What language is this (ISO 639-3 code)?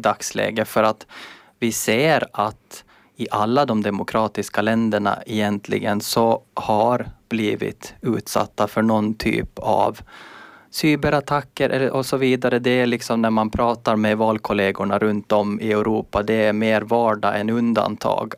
swe